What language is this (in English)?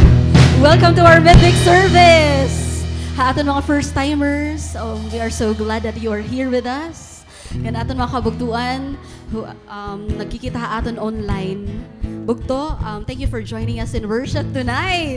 Waray